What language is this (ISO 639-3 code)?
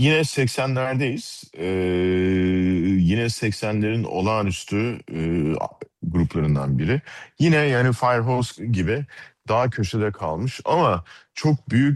tur